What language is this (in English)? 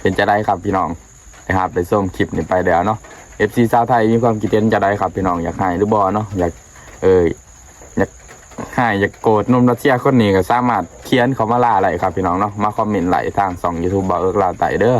Northeastern Thai